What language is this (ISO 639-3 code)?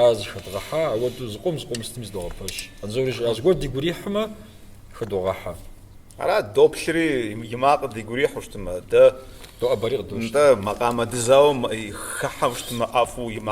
kbd